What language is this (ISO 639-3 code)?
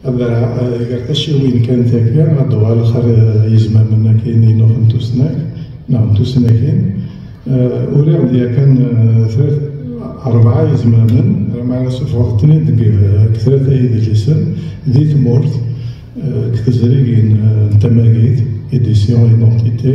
kab